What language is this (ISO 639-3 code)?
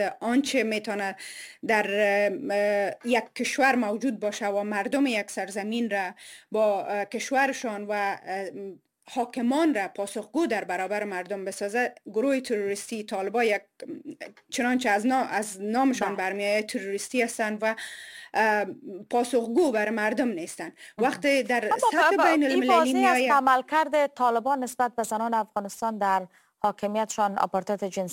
fas